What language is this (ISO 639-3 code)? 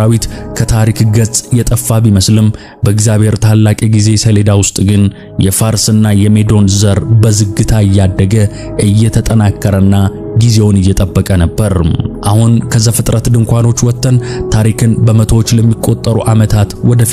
amh